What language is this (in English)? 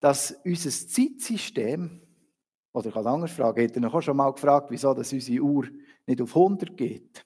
Swiss German